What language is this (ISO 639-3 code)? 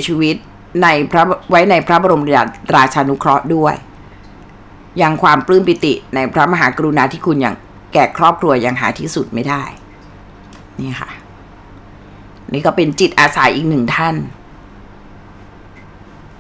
tha